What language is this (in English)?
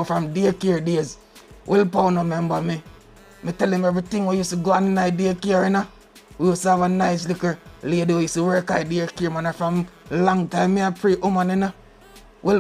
Jamaican Creole English